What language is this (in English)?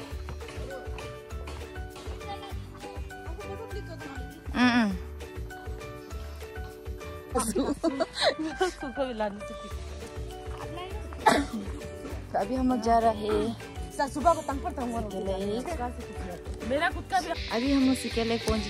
Hindi